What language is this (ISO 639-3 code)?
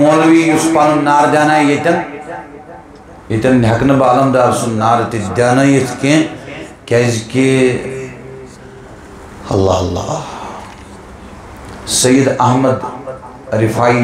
kas